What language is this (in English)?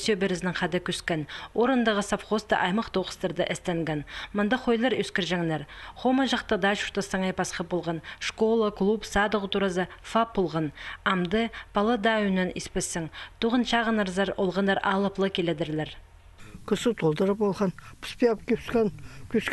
Khakas